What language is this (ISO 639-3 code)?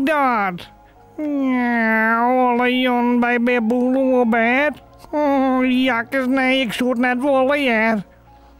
fry